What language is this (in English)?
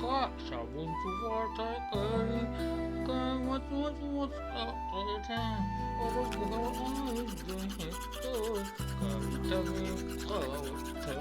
Chhattisgarhi